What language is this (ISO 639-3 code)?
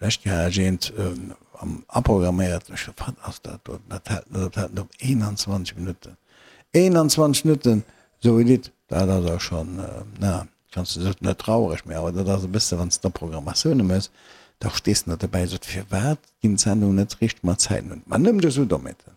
ltz